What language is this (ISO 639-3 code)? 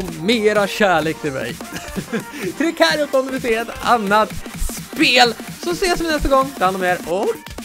swe